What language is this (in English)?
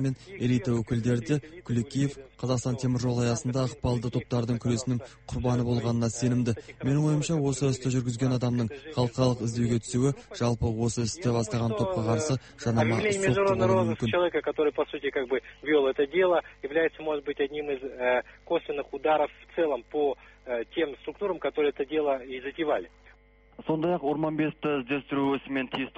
Kazakh